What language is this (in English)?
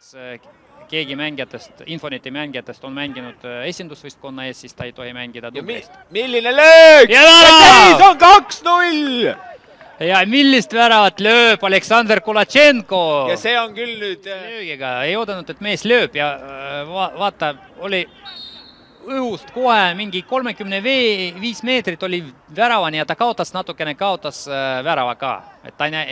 Estonian